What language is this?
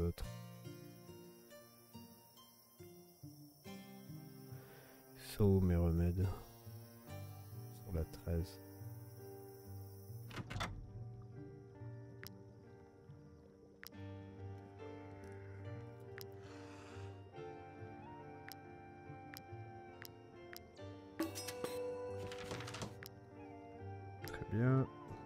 French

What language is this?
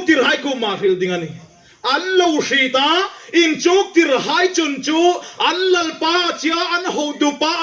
Hmar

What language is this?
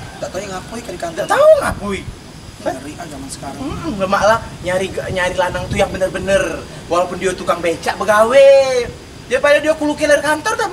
Musi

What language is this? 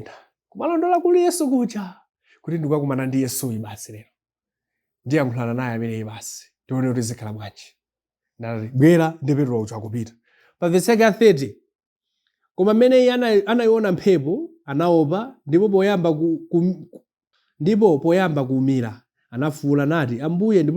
Nyanja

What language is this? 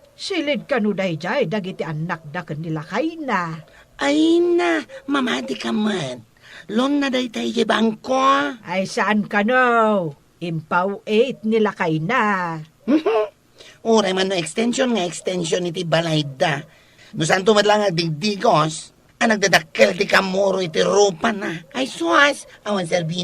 Iloko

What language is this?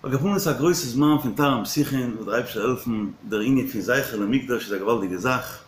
Yiddish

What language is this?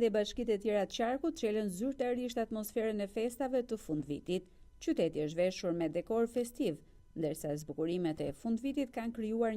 Albanian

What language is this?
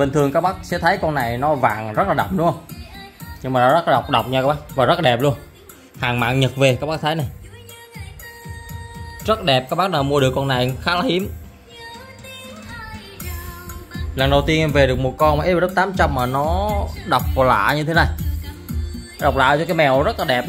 Vietnamese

